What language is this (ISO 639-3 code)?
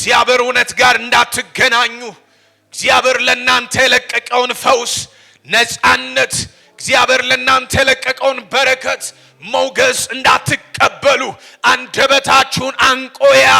amh